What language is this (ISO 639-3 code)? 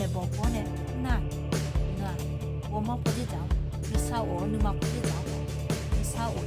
ahk